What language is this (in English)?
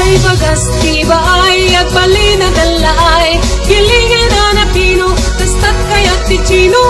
Iloko